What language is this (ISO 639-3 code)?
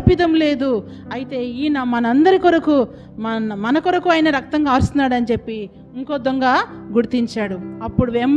tel